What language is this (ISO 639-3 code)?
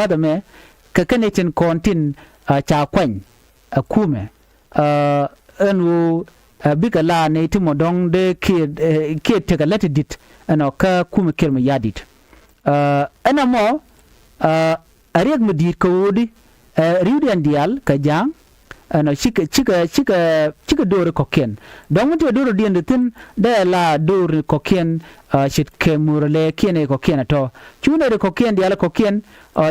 nus